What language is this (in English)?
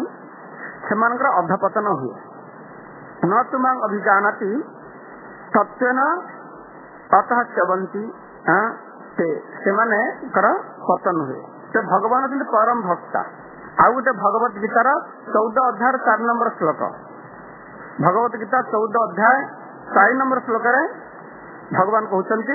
Odia